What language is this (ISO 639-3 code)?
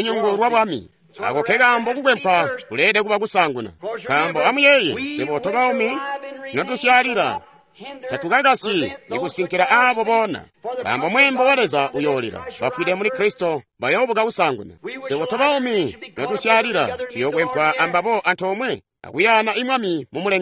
toi